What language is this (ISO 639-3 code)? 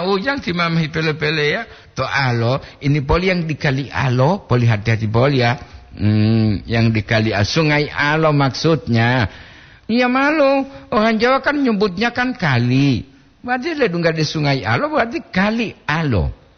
gor